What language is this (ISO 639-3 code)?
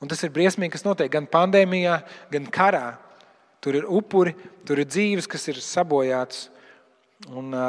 lav